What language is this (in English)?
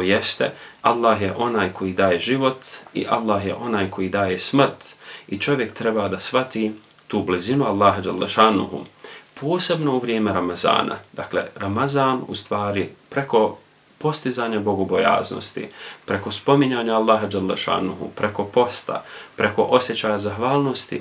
Bosnian